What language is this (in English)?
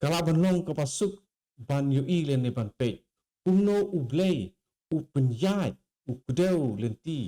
Khasi